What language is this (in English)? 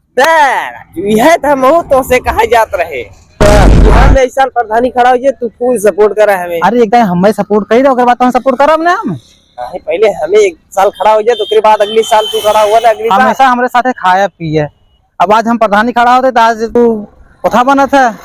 Awadhi